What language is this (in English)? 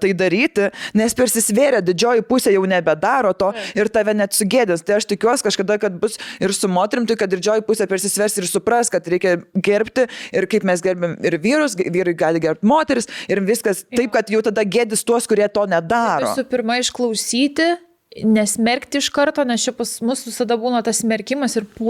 Lithuanian